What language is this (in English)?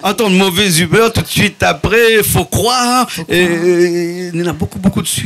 Réunion Creole French